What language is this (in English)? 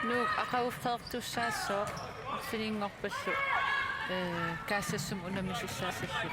Kalaallisut